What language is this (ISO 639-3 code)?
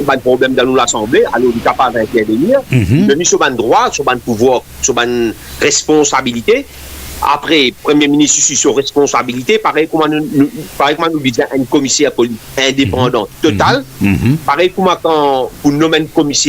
mfe